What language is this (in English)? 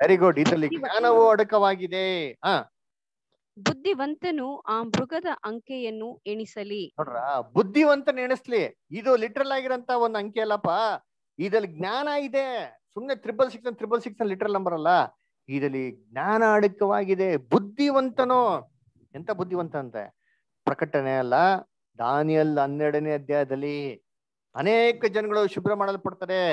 Kannada